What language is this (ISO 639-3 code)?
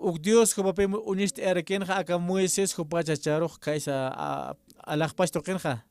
aym